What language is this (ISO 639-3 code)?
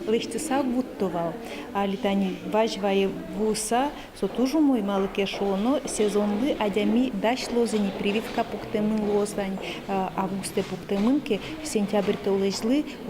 udm